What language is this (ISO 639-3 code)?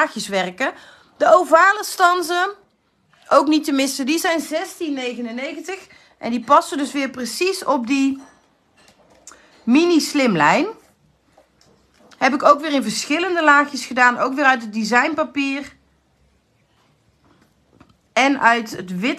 nld